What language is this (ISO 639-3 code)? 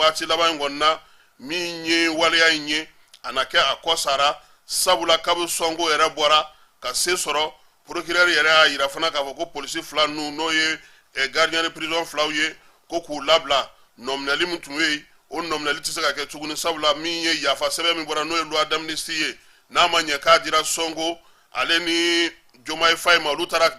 bam